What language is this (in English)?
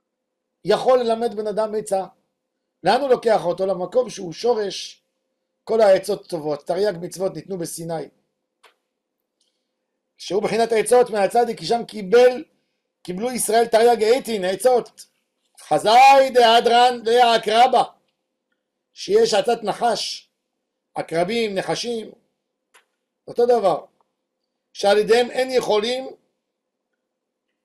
Hebrew